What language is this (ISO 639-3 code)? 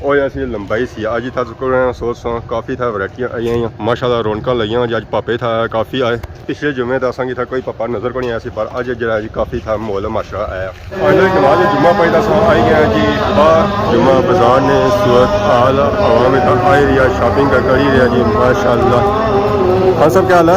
phr